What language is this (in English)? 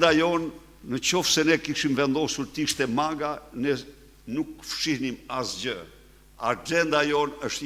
Albanian